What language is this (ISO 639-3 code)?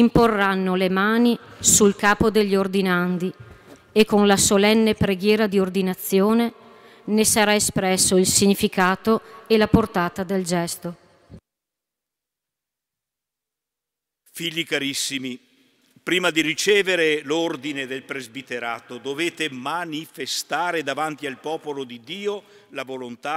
ita